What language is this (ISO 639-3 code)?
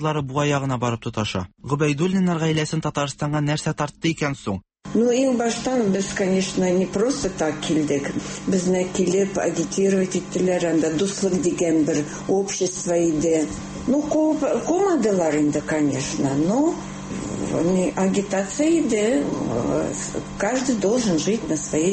tat